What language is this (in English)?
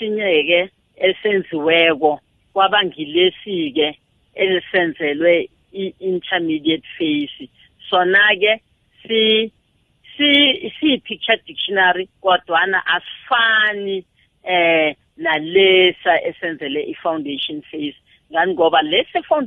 South Ndebele